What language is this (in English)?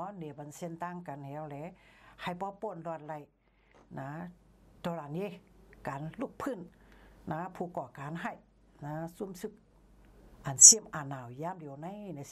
Shan